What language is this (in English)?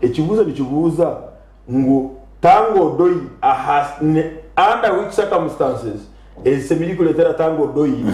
Nyankole